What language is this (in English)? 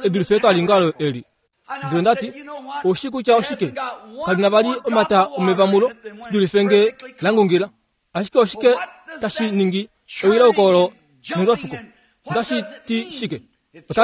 Kuanyama